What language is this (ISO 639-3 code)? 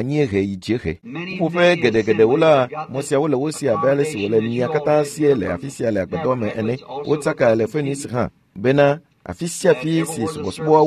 ewe